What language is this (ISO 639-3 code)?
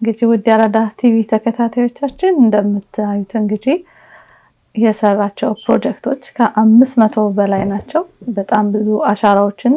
amh